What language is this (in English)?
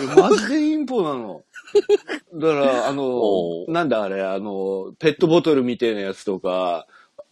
Japanese